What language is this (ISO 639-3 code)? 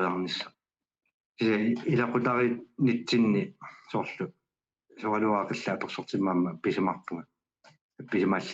kal